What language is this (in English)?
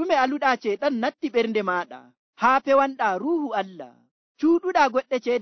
Nigerian Fulfulde